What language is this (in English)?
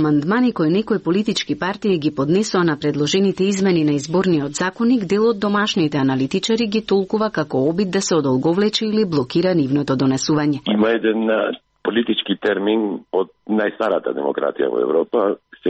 Macedonian